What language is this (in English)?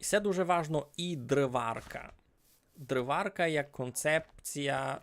Rusyn